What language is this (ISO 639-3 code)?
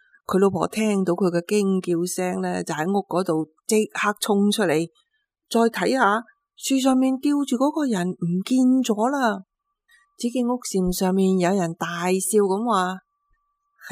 yue